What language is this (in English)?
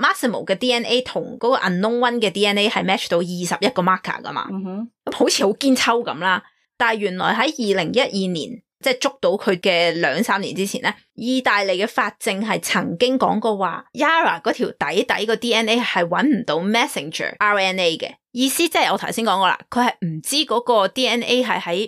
Cantonese